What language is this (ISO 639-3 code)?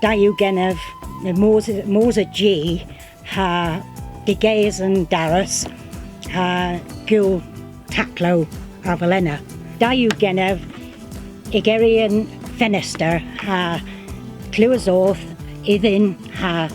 cor